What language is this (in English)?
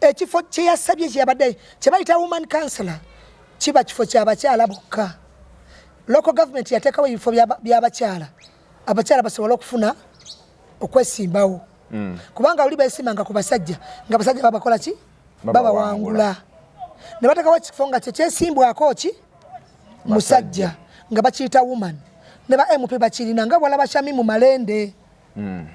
Ganda